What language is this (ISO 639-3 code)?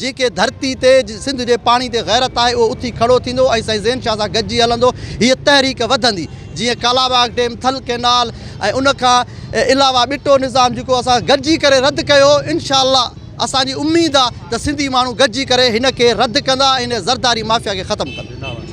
snd